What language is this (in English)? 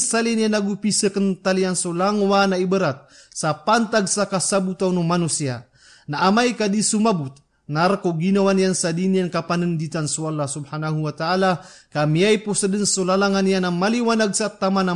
Maranao